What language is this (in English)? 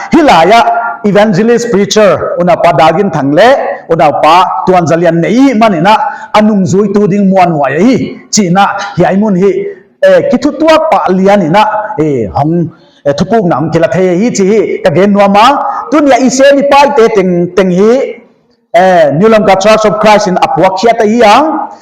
Paite Chin